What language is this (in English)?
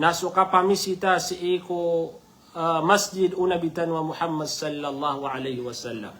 Maranao